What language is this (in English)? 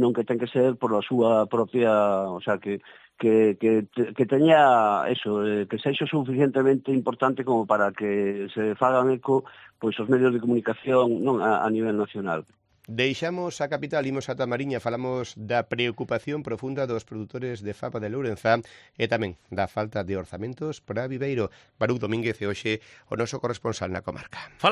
Galician